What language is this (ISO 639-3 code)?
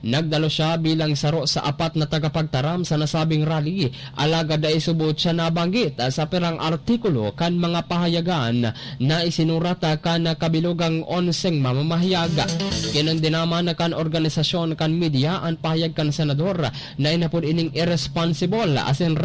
bik